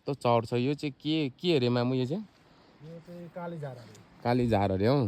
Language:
Nepali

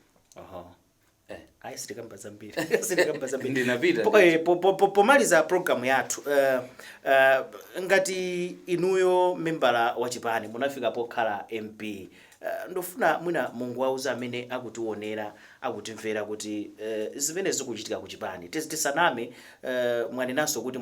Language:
Nyanja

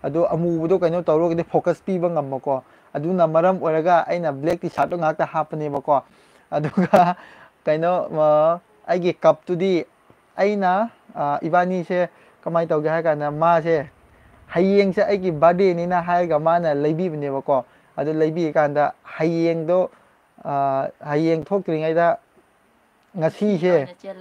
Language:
Manipuri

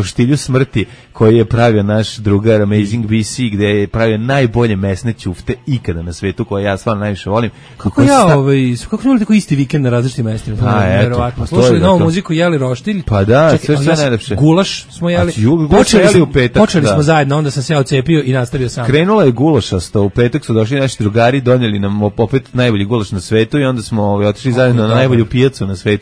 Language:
Serbian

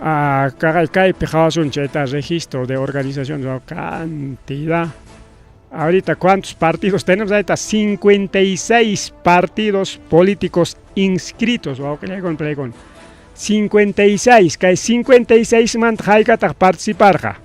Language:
Ayacucho Quechua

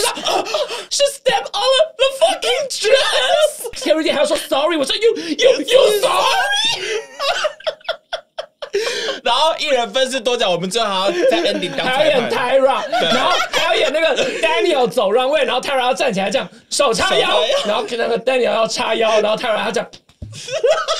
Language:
Chinese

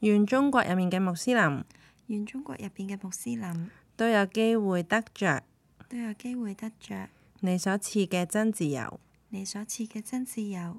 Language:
Cantonese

